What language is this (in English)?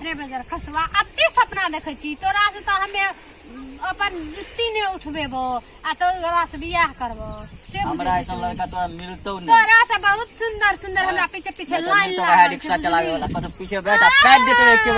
Maithili